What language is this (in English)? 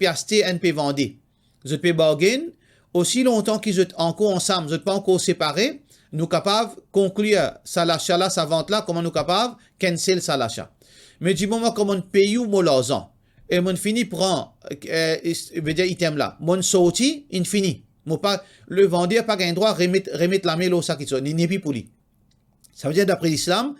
Morisyen